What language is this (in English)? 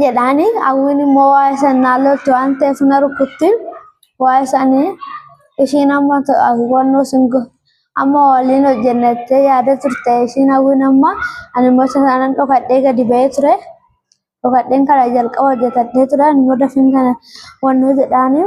Oromo